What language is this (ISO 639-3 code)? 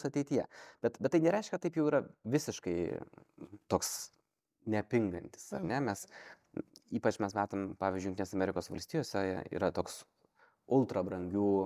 lit